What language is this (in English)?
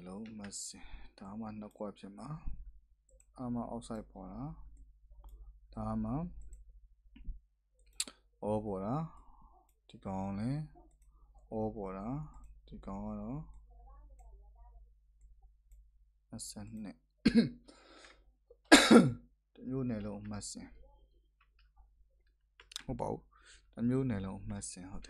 Burmese